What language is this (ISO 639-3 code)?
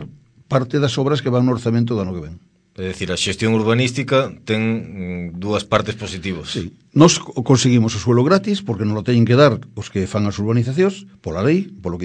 glg